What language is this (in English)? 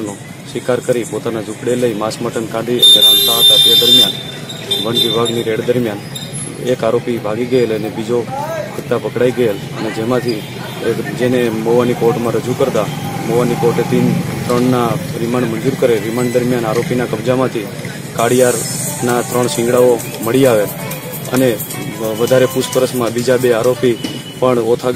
Gujarati